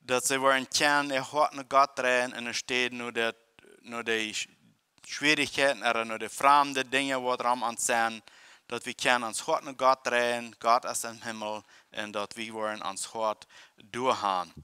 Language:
Plautdietsch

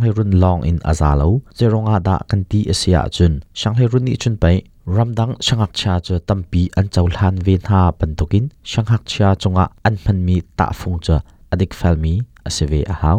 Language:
Hakha Chin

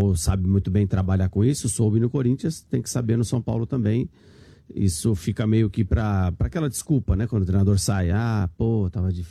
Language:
Portuguese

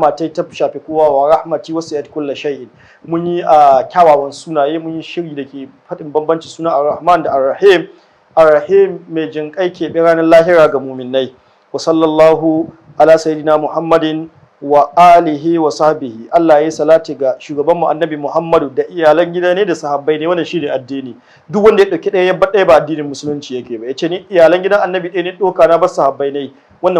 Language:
Hausa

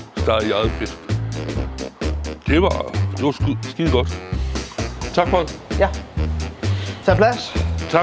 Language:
Danish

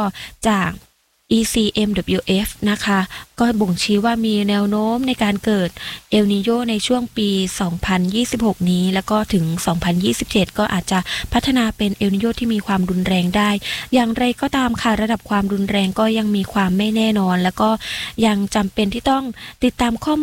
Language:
Thai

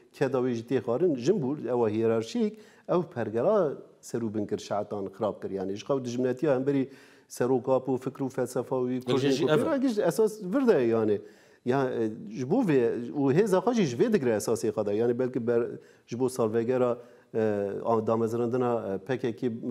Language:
Kurdish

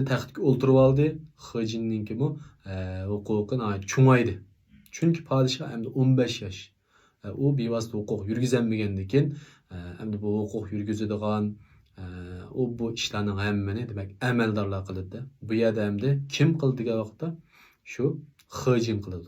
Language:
Uyghur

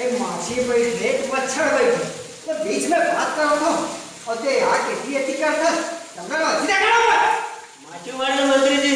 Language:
Chhattisgarhi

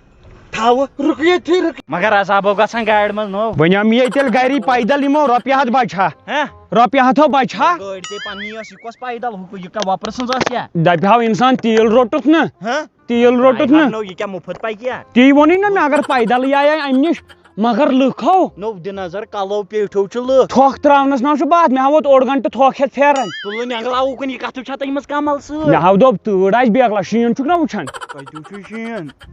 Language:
Kashmiri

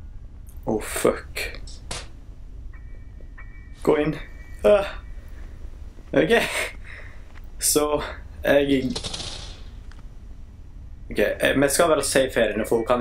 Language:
Norwegian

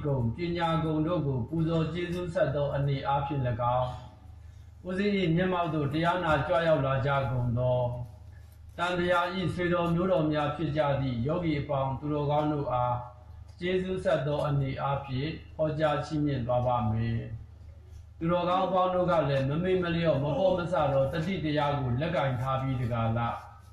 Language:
Burmese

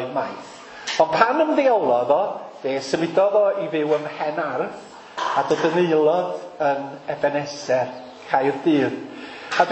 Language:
Welsh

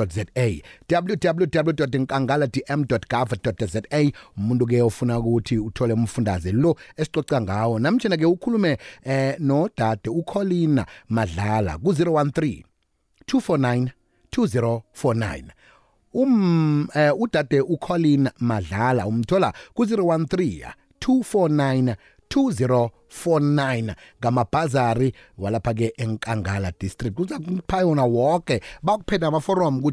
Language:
South Ndebele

